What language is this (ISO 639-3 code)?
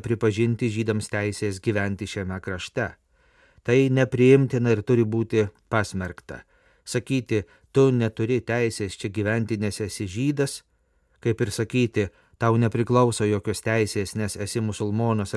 lit